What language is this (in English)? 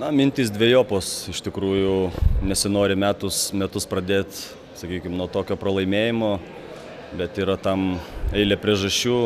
Lithuanian